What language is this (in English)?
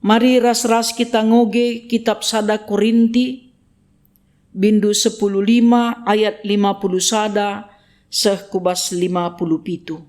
Batak Karo